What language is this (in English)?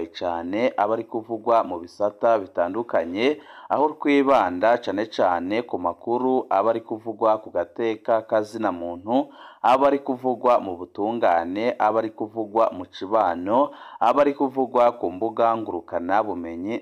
Rundi